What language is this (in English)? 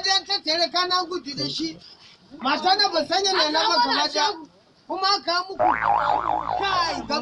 Hausa